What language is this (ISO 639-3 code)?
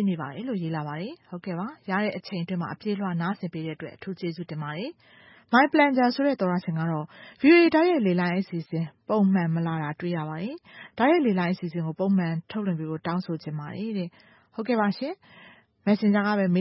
mya